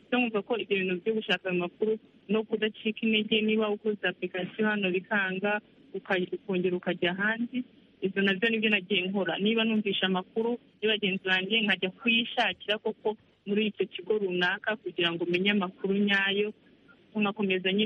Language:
Kinyarwanda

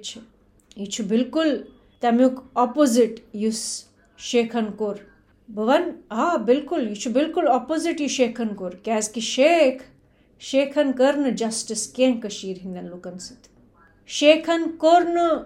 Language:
Kashmiri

